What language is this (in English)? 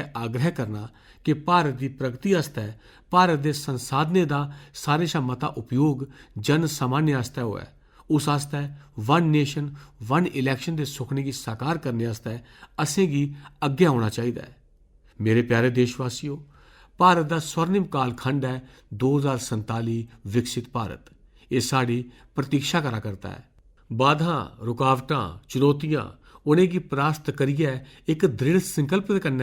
Dogri